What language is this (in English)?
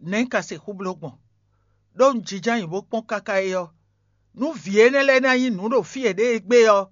Fon